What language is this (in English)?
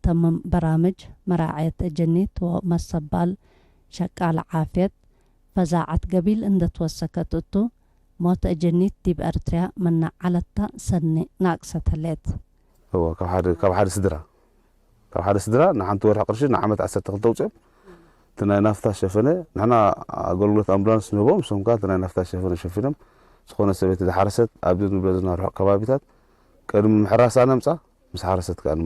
Tigre